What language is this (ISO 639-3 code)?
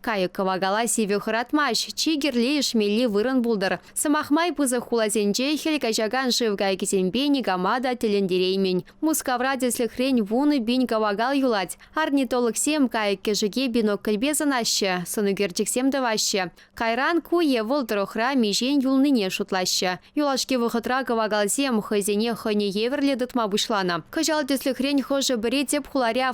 chv